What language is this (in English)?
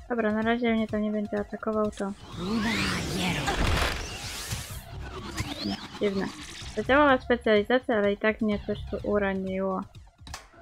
Polish